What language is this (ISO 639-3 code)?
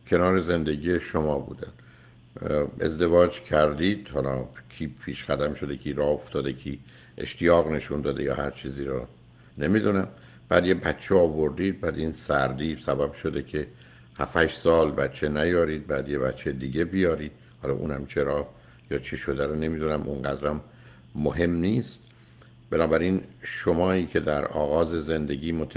fas